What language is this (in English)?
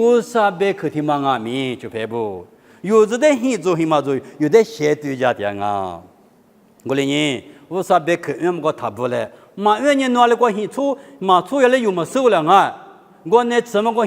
Lisu